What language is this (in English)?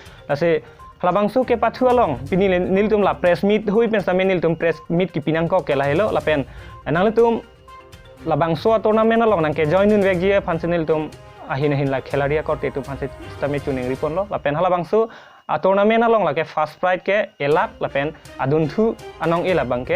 Karbi